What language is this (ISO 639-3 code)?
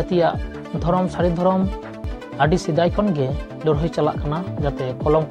sat